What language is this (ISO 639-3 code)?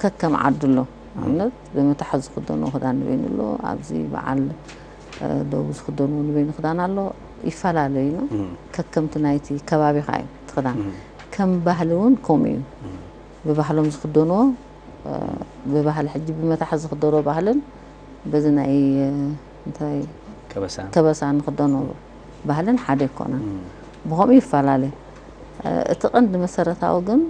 tir